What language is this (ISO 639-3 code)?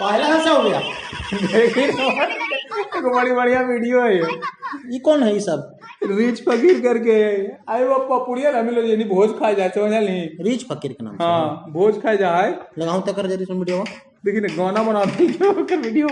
mag